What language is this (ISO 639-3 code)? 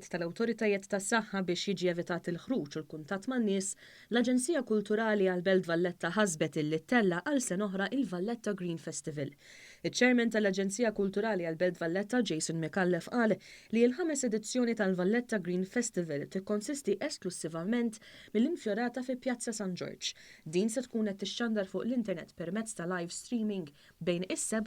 mlt